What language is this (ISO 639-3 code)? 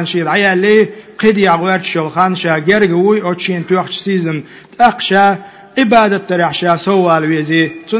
che